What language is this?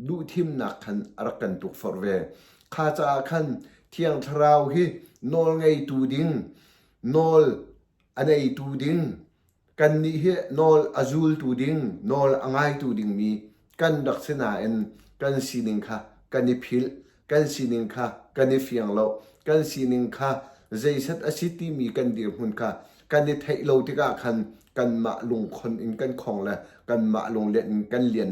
Hakha Chin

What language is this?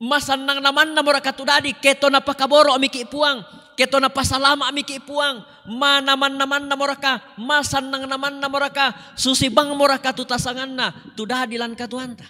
Toraja-Sa'dan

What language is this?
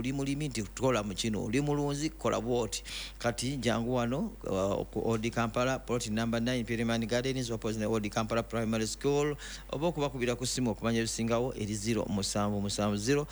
Ganda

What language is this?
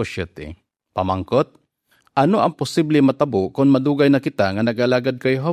Hiligaynon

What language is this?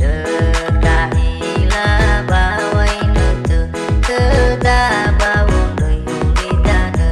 Nias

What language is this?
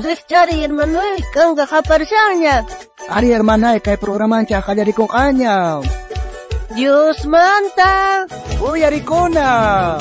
South Bolivian Quechua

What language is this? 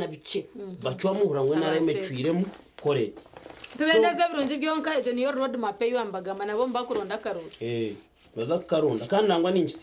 Nyankole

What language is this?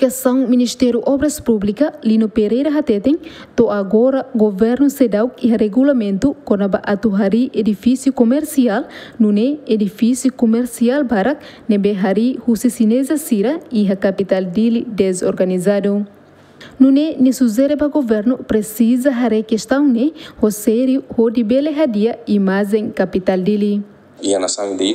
Tetum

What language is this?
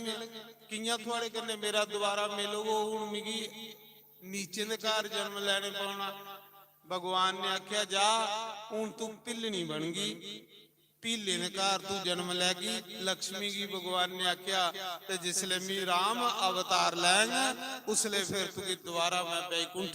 Dogri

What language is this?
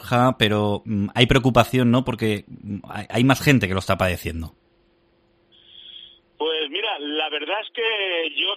Spanish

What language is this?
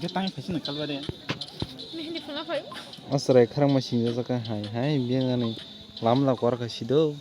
Kok Borok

